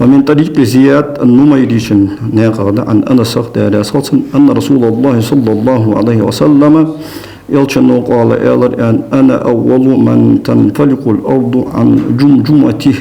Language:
Ingush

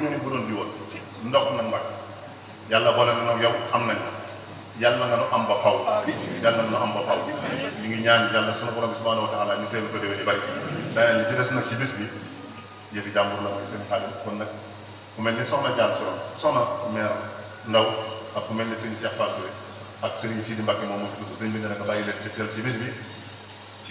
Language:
Wolof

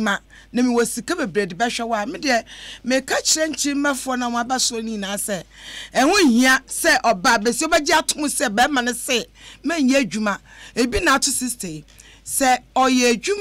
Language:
Akan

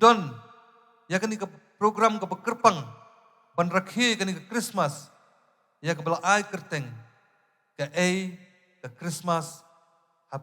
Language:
Khasi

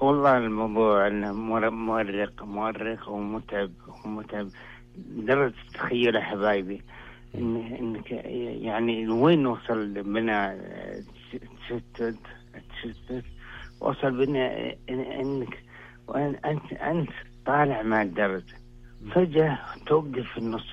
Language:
Najdi Arabic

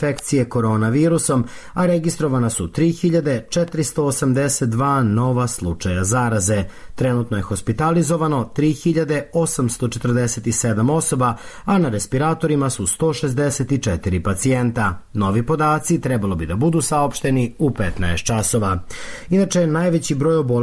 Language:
Serbian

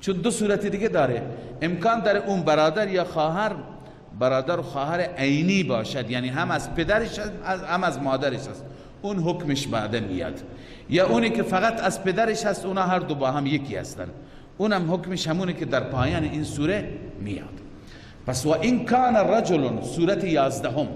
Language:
Persian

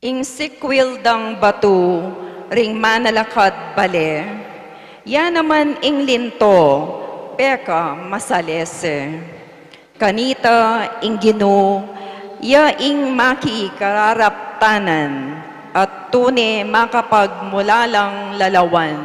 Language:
Pampanga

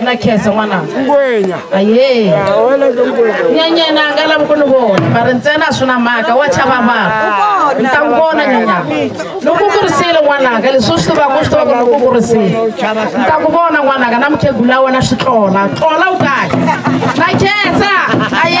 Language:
Northern Sotho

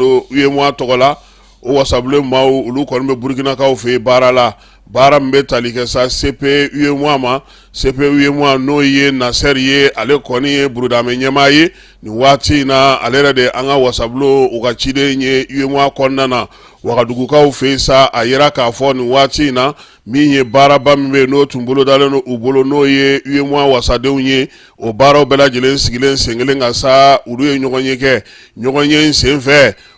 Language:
Bambara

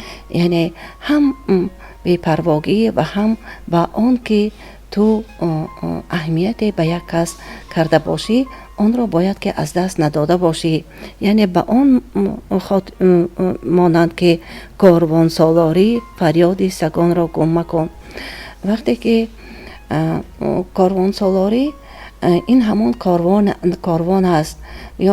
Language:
Tajik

